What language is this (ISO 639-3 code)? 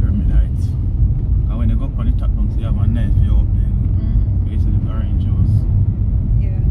jam